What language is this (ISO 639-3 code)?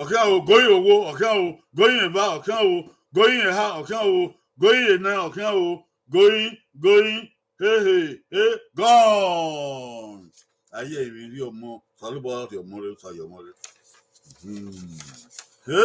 bin